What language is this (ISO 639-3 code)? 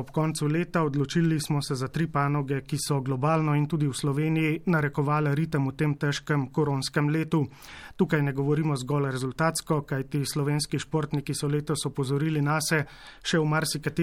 slv